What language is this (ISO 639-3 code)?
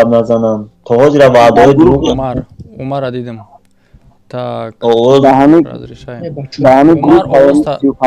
tgk